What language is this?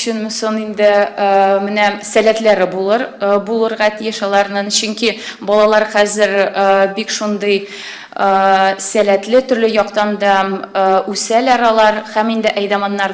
Tatar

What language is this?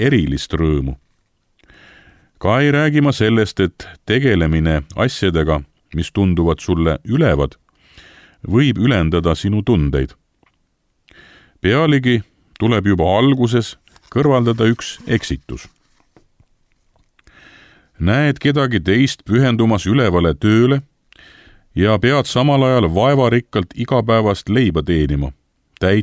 Estonian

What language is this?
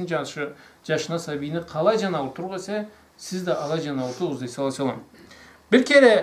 Karachay-Balkar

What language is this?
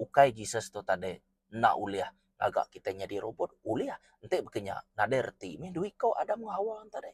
Iban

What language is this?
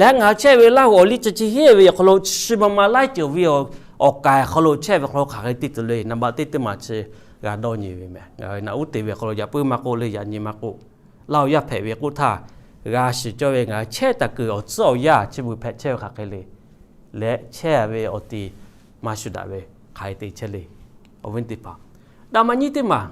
Lahu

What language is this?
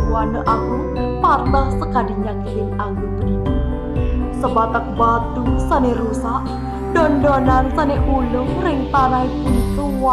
Balinese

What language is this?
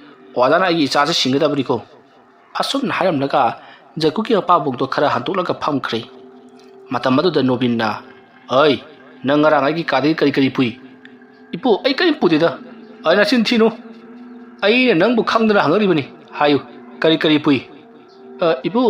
Manipuri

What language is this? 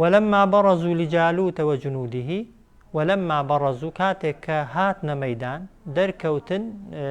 Central Kurdish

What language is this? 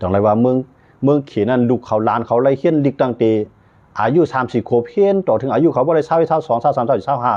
Shan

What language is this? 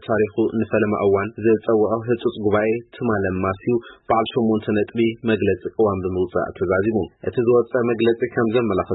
Tigrinya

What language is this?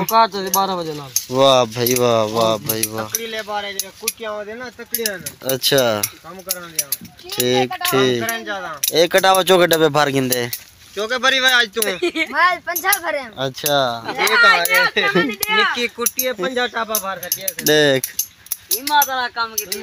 Saraiki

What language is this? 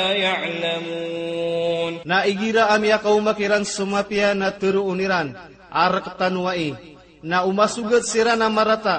Maranao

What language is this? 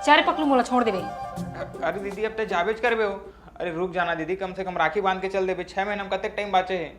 Chhattisgarhi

